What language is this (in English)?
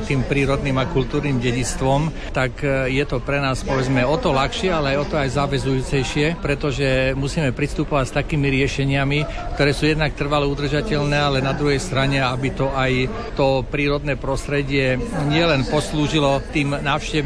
Slovak